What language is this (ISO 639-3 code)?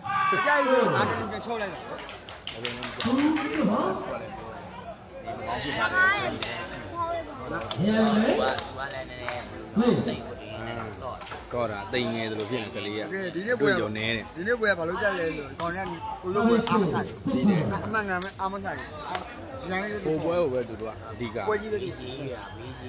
mya